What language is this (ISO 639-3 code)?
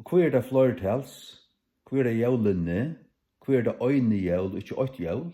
fao